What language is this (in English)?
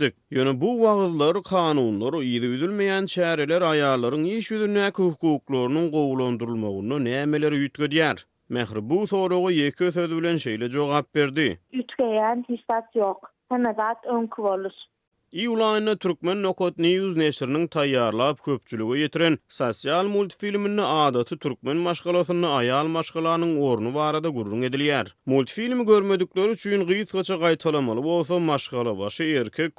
Turkmen